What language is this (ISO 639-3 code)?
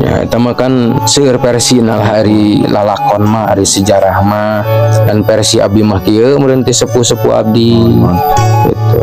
sun